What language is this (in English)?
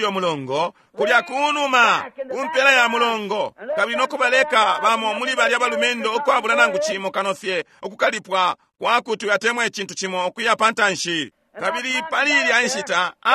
Bemba